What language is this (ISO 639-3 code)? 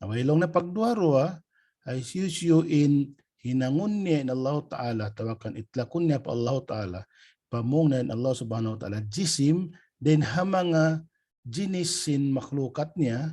tsg